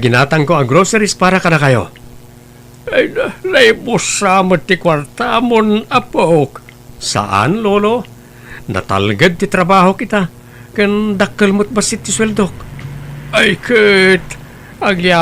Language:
Iloko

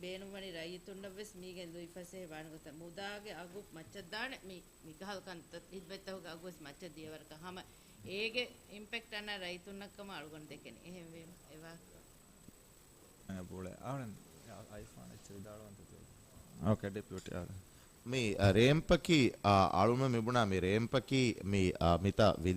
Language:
Divehi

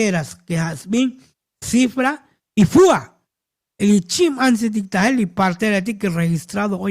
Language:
Tzotzil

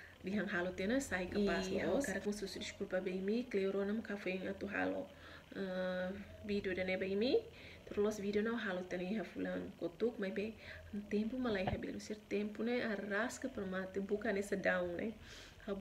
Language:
Tetum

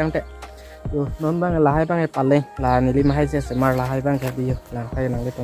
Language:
Karbi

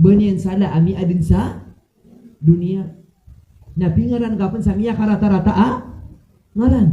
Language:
Maranao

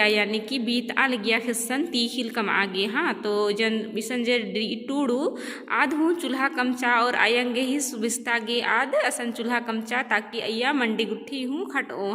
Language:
Kurukh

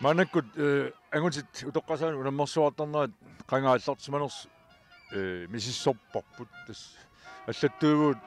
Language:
Kalaallisut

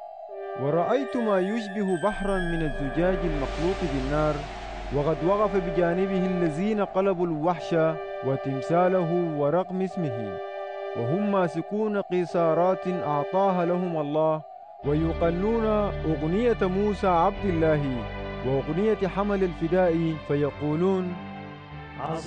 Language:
Sudanese Arabic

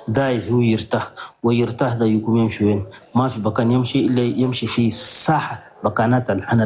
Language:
Chadian Arabic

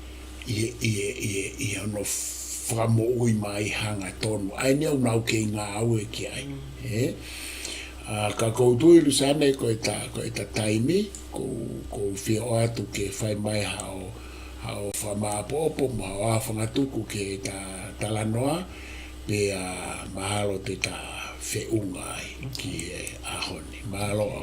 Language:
Tongan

